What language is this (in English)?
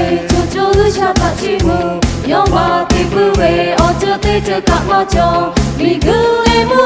Lahu